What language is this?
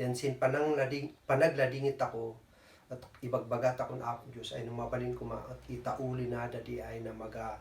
Kankanaey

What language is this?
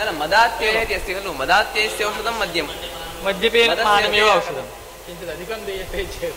Sanskrit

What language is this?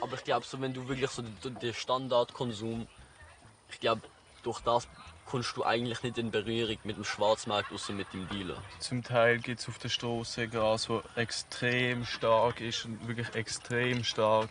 Swiss German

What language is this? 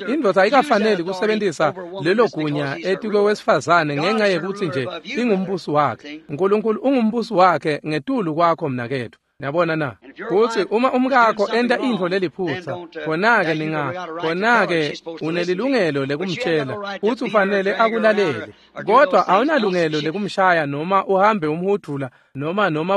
Swati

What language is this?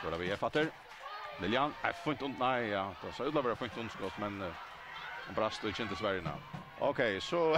Faroese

